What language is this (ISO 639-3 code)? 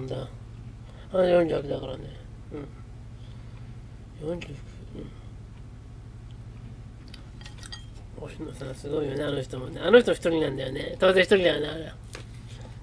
jpn